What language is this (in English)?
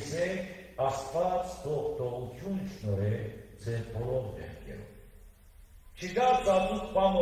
Western Armenian